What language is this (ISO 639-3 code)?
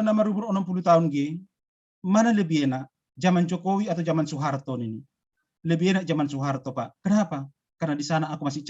bts